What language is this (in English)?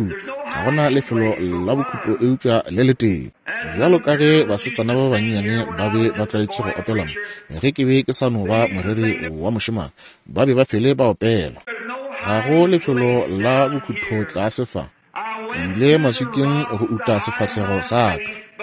Northern Sotho